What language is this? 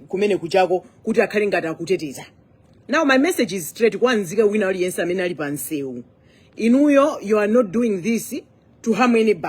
Nyanja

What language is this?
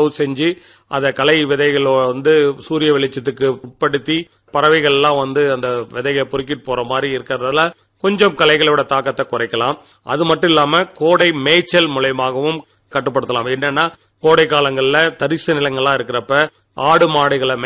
Tamil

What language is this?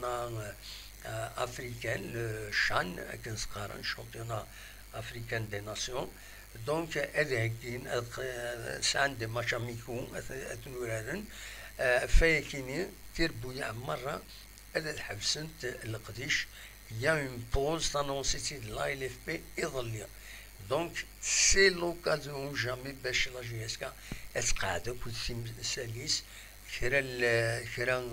Kabyle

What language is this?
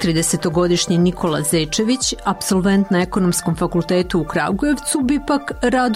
Serbian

